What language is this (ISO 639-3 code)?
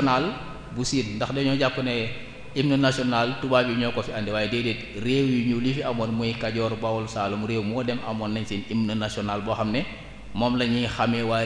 wol